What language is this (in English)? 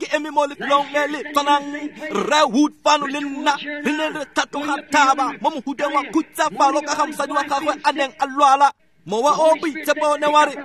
Tswana